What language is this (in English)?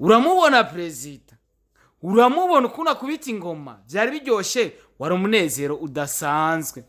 Rundi